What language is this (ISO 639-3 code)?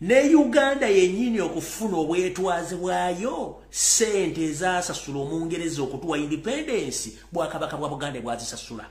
lug